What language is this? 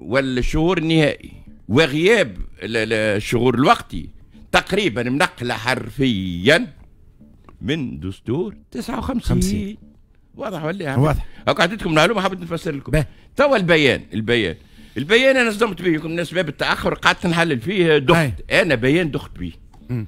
Tunisian Arabic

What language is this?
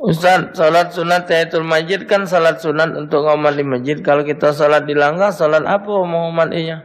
Musi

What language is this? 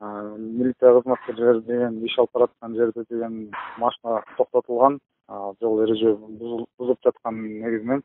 Kyrgyz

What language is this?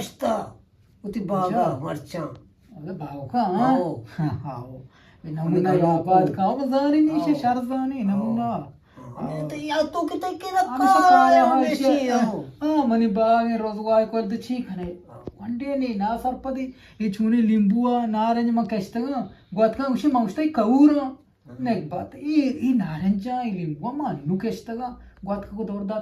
Eastern Balochi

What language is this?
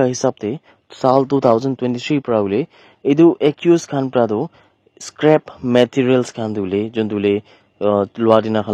Naga Pidgin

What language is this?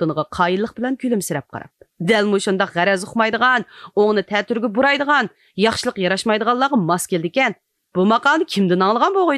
Uyghur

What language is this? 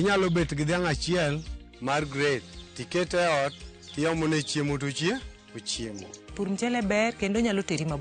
Luo (Kenya and Tanzania)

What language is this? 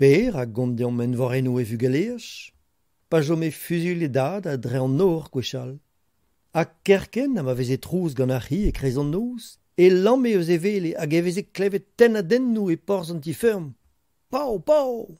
Breton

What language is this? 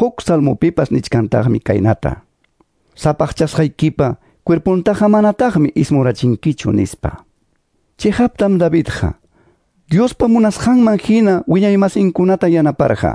Quechua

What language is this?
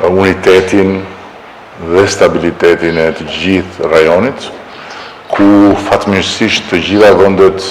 Albanian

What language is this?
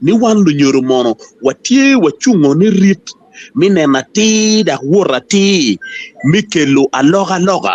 Acoli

